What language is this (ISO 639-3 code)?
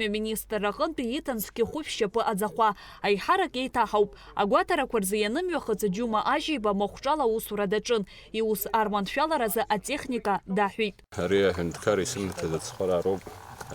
abk